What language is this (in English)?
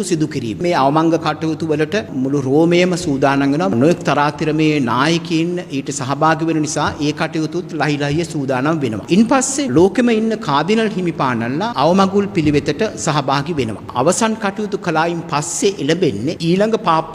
Sinhala